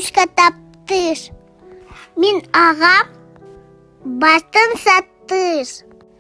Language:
Yakut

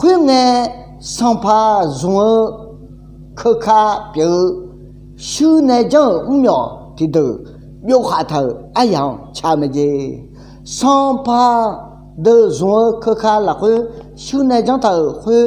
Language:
Akha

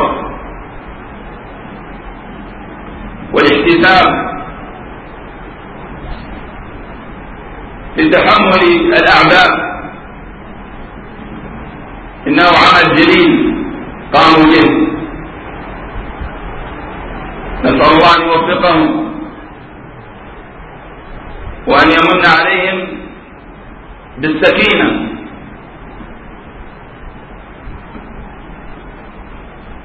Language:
Arabic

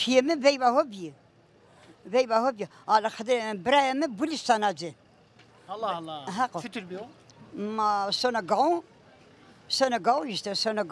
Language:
Zaza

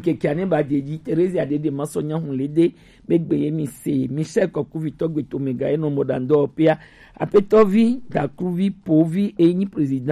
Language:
Gen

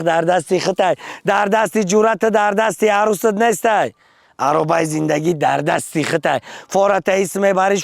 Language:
Tajik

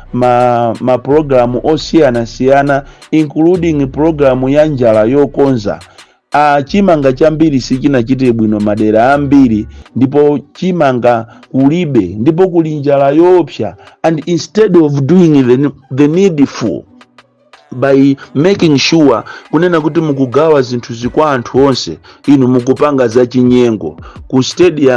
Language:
Nyanja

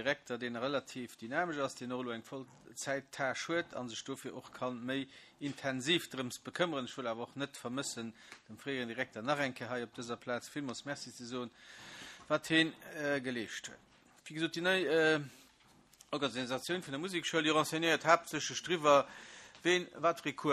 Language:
Luxembourgish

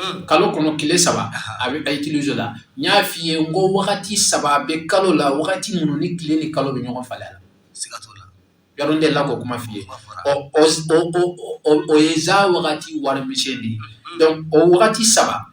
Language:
Bambara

